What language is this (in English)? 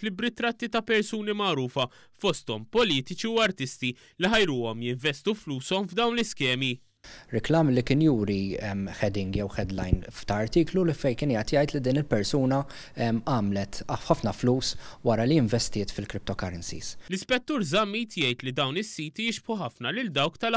Maltese